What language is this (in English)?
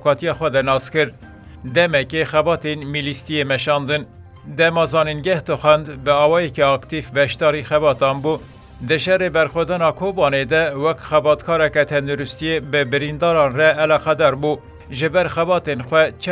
Kurdish